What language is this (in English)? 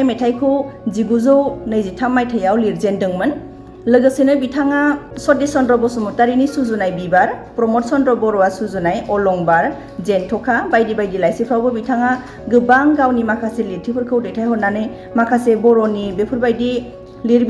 Bodo